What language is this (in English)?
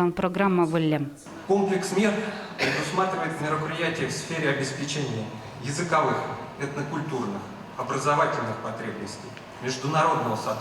Udmurt